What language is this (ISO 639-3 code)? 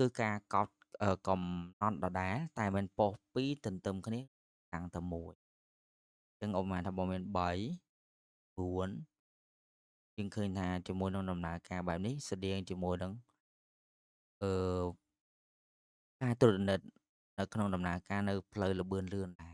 khm